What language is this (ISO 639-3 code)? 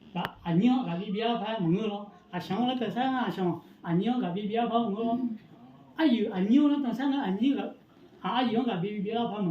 ahk